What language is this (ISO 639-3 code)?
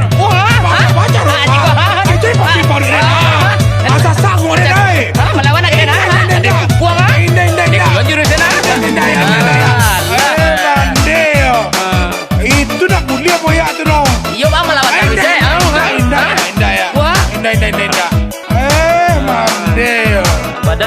min